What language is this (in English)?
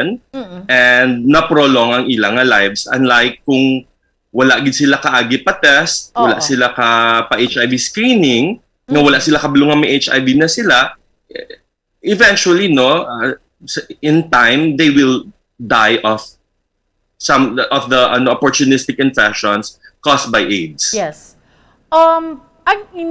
Hiligaynon